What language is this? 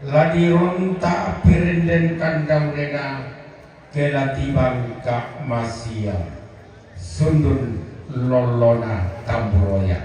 Toraja-Sa'dan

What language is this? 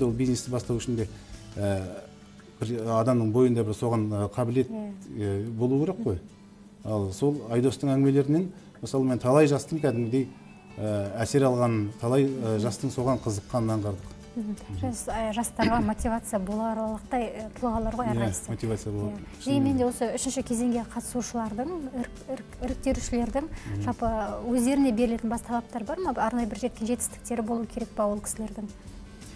Kazakh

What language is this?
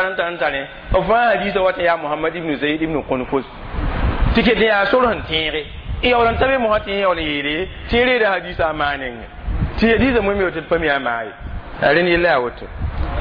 Mossi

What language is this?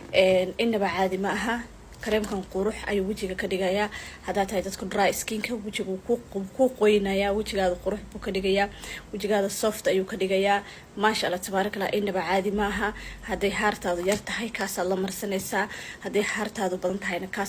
Somali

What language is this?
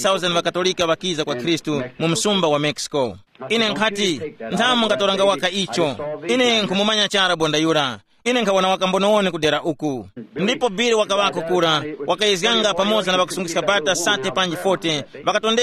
Tumbuka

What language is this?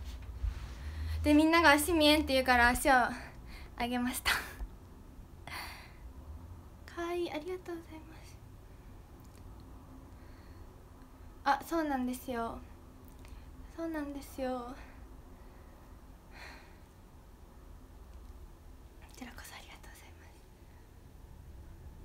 Japanese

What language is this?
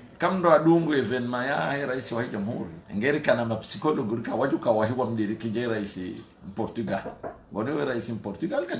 Ngazidja Comorian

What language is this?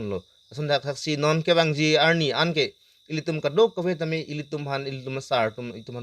Karbi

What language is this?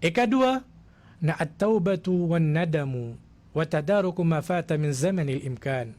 Maranao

